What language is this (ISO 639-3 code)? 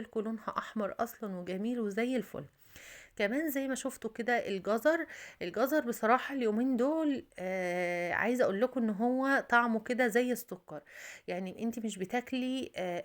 arz